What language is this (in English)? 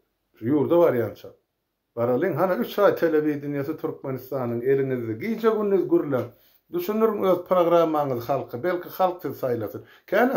Turkmen